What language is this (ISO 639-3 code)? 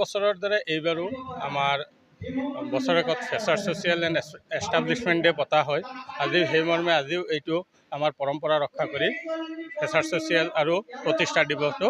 asm